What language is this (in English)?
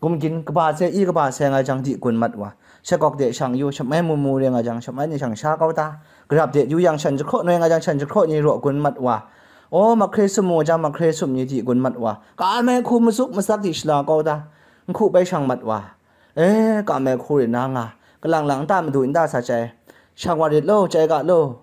Kachin